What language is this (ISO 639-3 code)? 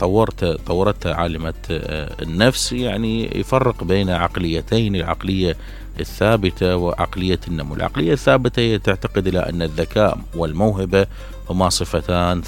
acm